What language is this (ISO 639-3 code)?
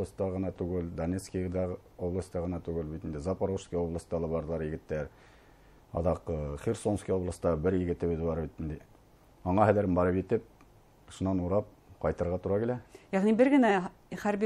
bak